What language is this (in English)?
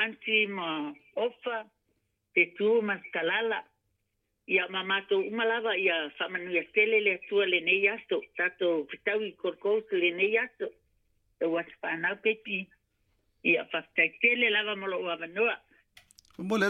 Samoan